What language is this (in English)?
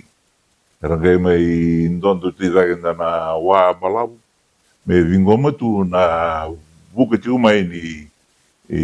Fijian